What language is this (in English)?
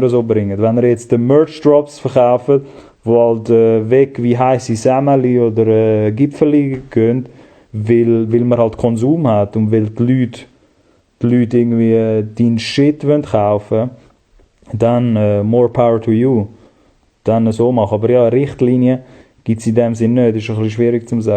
Swiss German